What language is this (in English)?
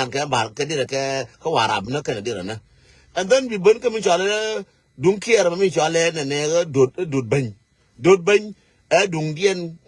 Nuer